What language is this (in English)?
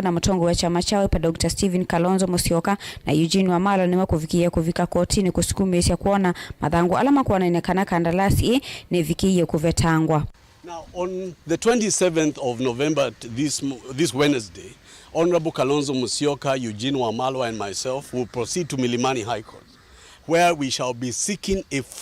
Kamba